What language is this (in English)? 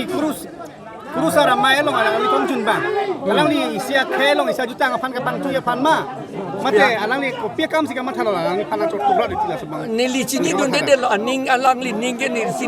Karbi